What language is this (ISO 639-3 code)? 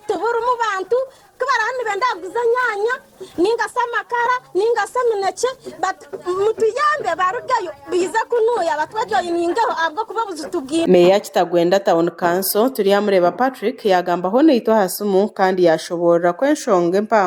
nyn